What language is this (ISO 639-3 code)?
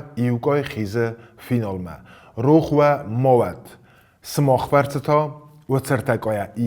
oss